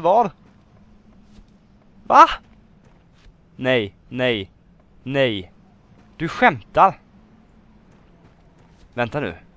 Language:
Swedish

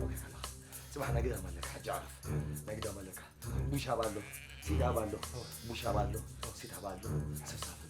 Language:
Tigrinya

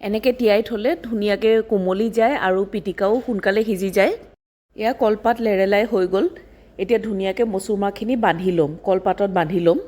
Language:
Assamese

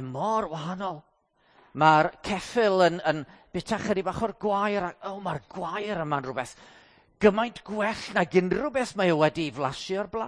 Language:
Welsh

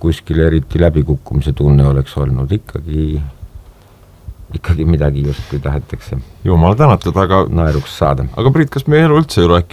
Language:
Estonian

